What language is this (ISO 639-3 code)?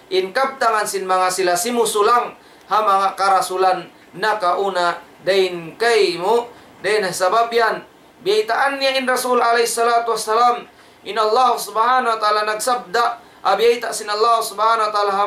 tsg